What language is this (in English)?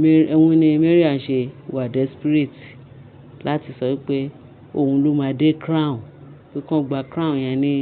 Yoruba